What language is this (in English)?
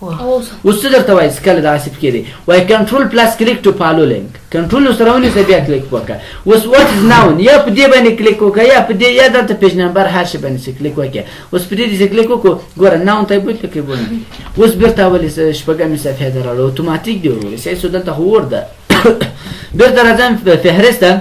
Pashto